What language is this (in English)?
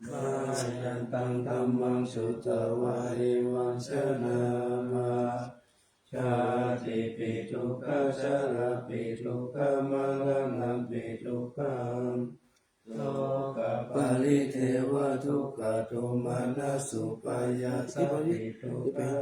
Pali